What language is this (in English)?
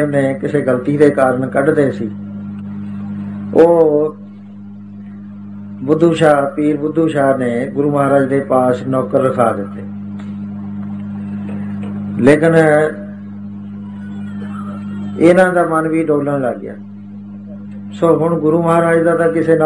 Punjabi